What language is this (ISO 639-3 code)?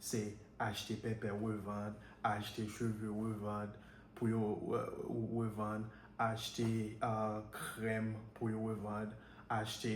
hat